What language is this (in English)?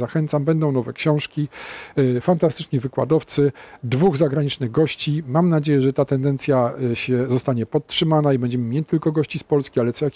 Polish